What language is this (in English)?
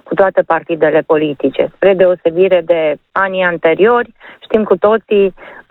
Romanian